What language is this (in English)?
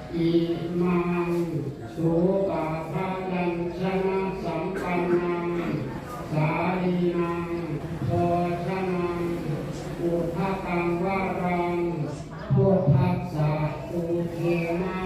Pali